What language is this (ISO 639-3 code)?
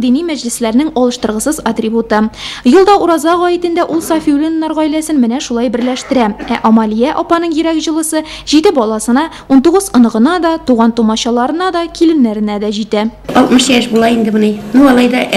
tat